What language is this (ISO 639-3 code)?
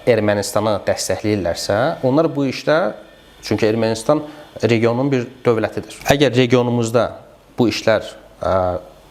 aze